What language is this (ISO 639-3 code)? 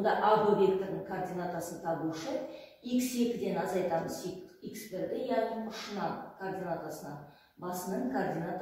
kaz